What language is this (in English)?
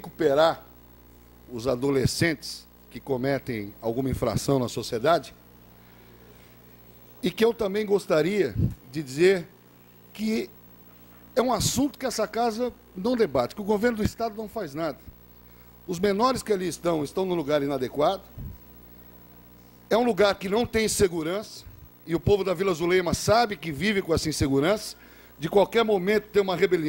Portuguese